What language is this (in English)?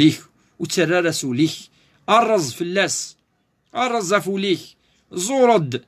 Kabyle